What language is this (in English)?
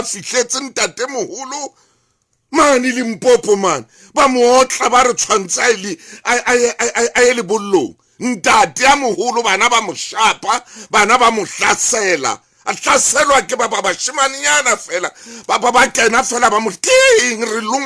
Southern Sotho